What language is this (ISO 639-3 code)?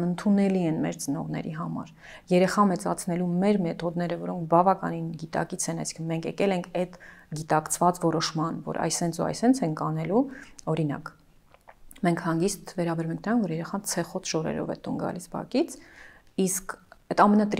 hye